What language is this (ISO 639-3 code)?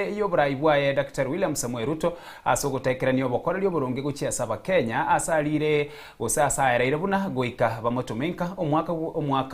guz